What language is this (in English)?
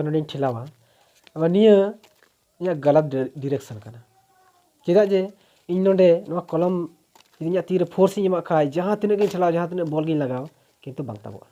Santali